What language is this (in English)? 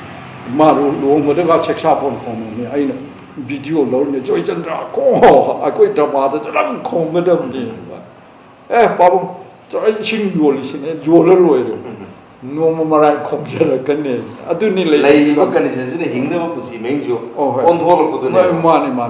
Manipuri